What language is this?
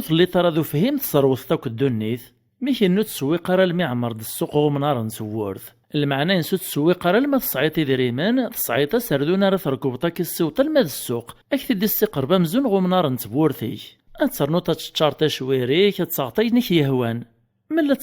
Kabyle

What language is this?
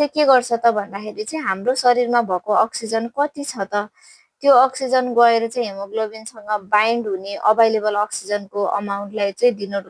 Nepali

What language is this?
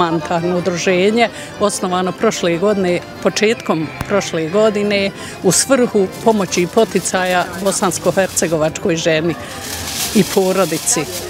Bosnian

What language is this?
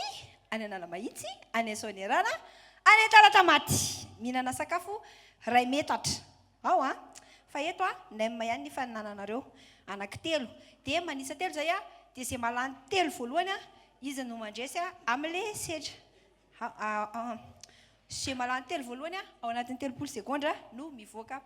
Malagasy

